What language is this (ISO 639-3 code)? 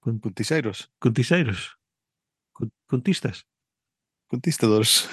glg